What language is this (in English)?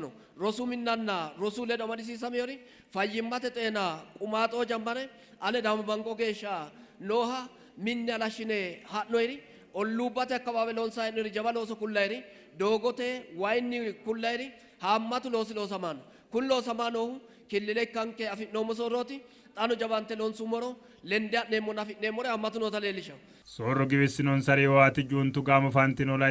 Sidamo